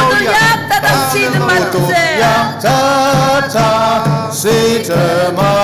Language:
Ao Naga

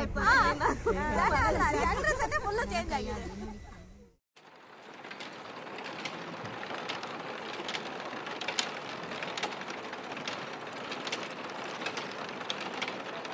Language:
Kannada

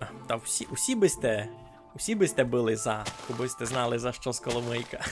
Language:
Rusyn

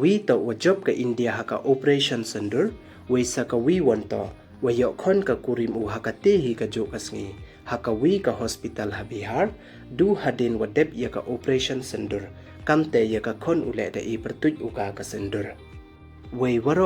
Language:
Pnar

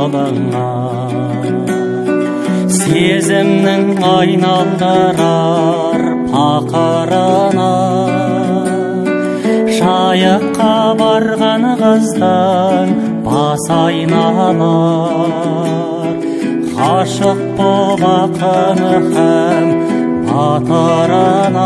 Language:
Kazakh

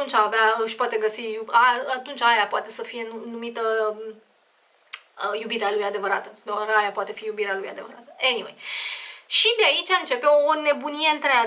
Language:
Romanian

